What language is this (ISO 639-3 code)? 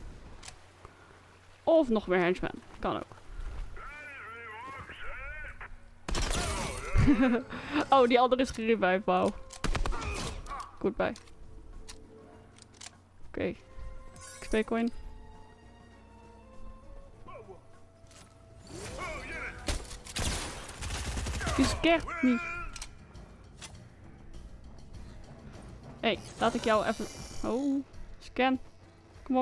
nld